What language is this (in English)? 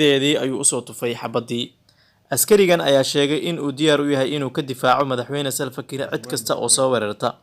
Somali